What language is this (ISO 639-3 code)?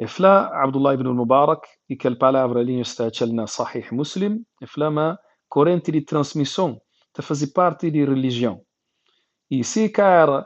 kea